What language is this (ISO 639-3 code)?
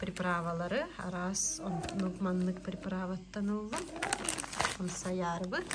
sah